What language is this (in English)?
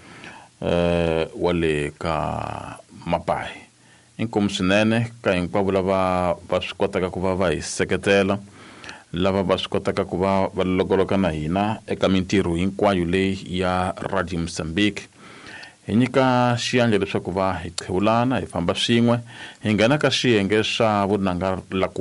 Tsonga